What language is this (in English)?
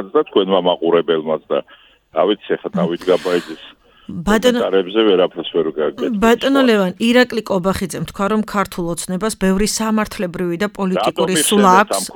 Georgian